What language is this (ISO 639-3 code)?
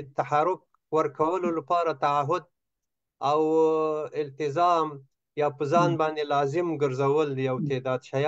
pus